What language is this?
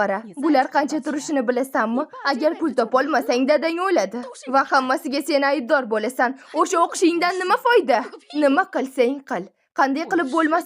Uzbek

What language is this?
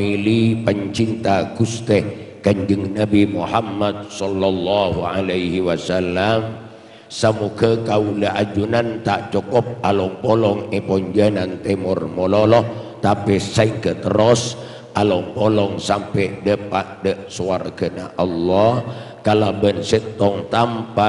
Madurese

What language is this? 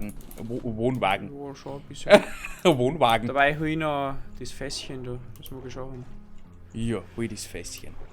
Bavarian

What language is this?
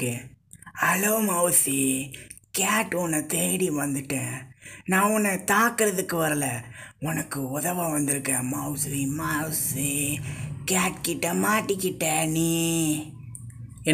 Tamil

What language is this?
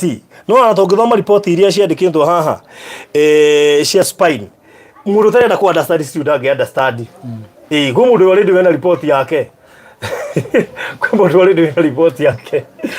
Kikuyu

